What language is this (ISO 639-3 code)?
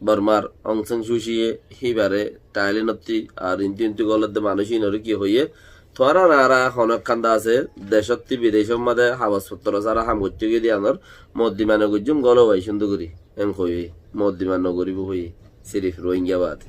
rhg